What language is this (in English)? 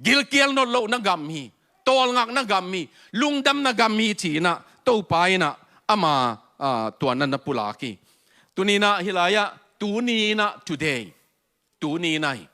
Tedim Chin